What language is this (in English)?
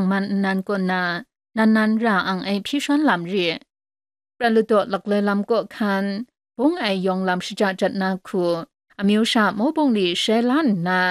Kachin